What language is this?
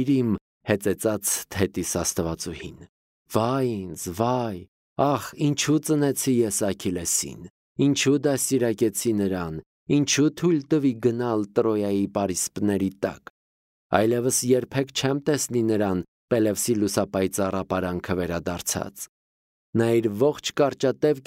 Armenian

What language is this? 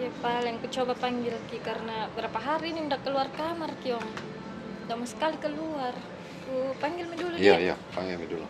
Makassar Malay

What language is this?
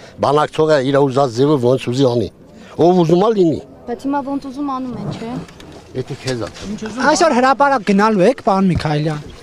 Armenian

